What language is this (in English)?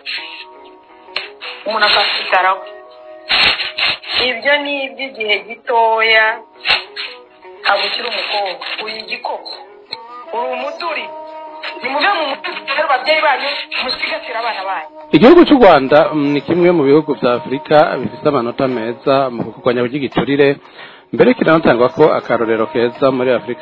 Kinyarwanda